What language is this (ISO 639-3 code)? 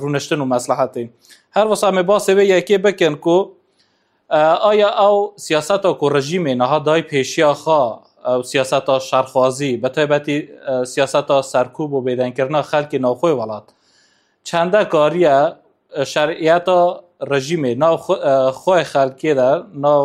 kur